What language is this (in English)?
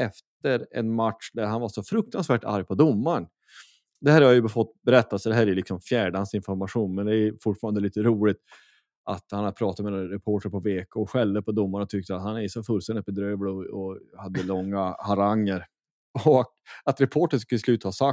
Swedish